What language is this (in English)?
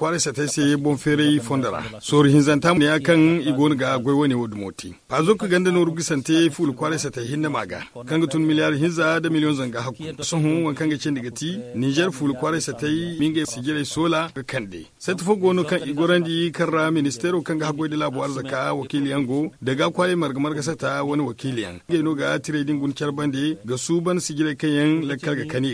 Zarma